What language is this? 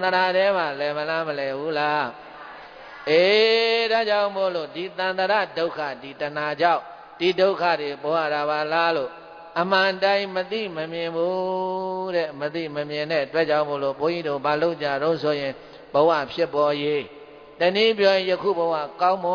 Burmese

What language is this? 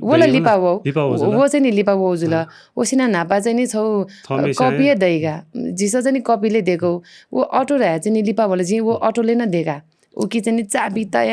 Newari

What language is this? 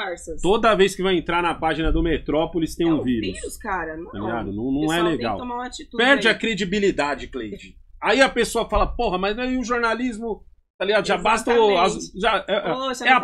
Portuguese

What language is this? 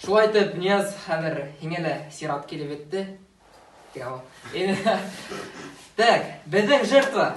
Bashkir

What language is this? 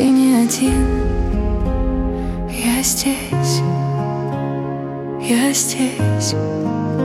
Russian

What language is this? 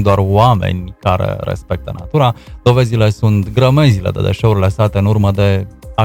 Romanian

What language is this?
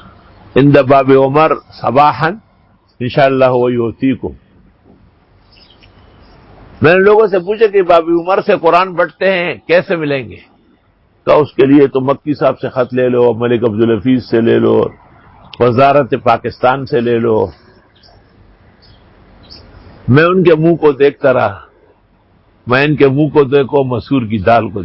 Urdu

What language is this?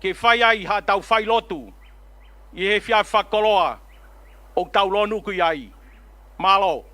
Tongan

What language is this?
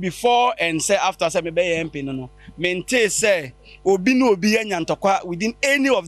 Akan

